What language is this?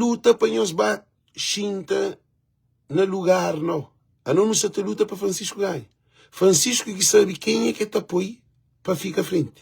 Kabuverdianu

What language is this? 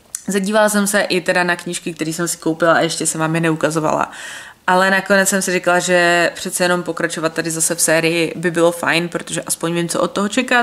Czech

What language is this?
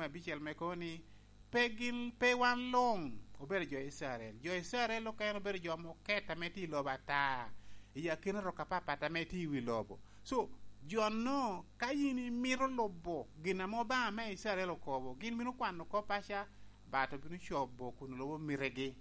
Lango (Uganda)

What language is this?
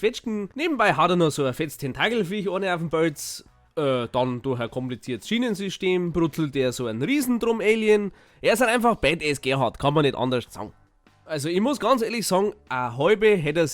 Bavarian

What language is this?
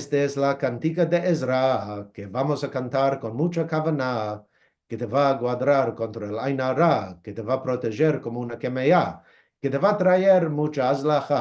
Ladino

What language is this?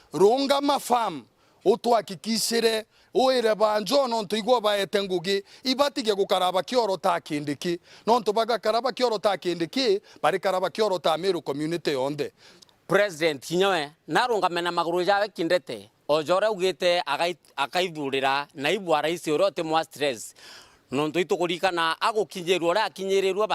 Meru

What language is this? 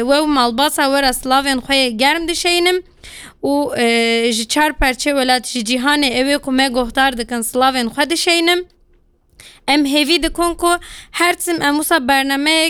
Kurdish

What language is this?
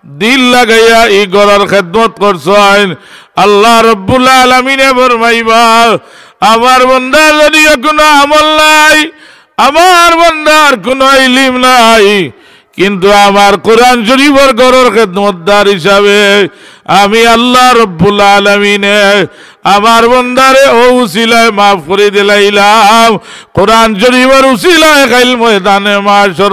Sylheti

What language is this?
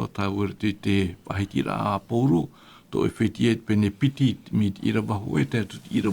Tahitian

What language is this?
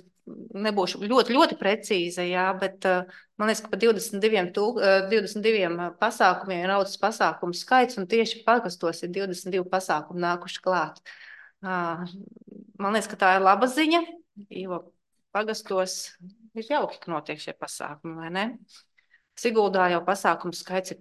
Latvian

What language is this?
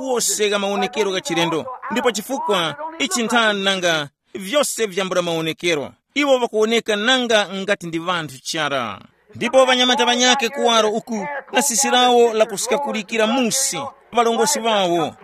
Tumbuka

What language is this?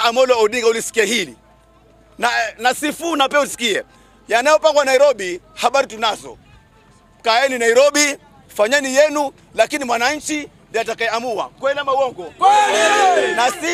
Swahili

